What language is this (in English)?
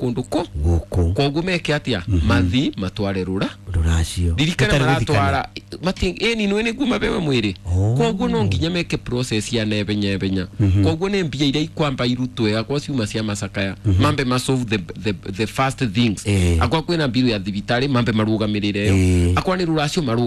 Kikuyu